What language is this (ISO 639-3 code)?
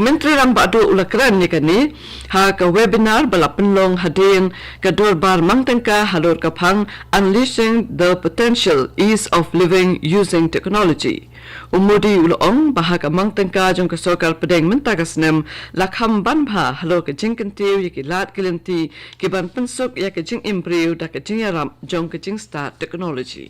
kha